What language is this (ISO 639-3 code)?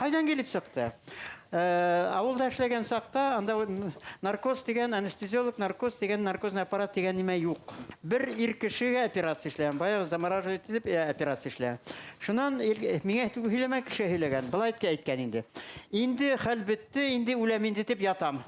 bak